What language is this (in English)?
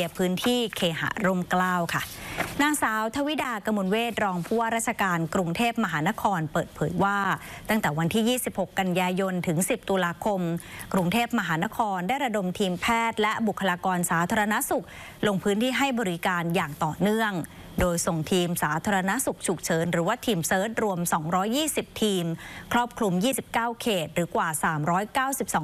Thai